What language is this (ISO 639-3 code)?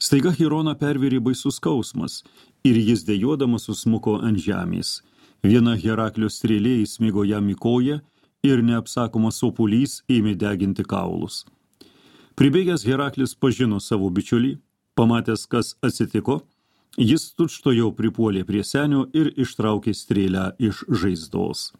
lit